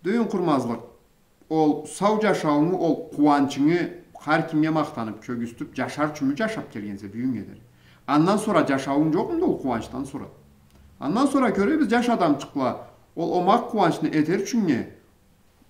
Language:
Karachay-Balkar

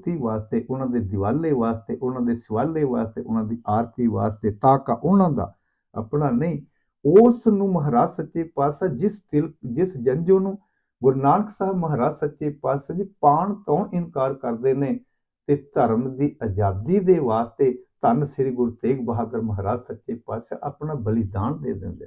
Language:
Punjabi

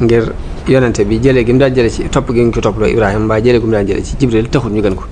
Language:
Wolof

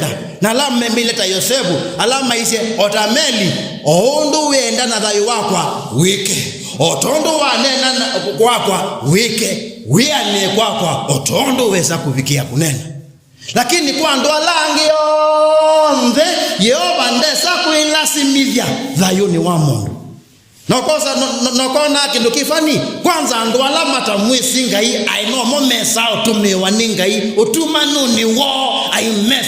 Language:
Kamba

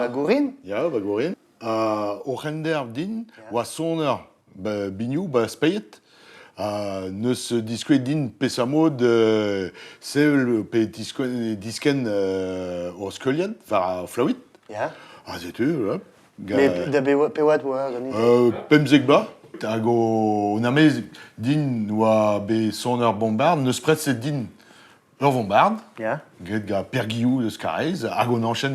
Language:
Breton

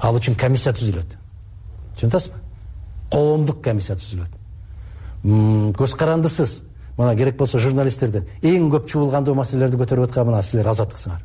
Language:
Kyrgyz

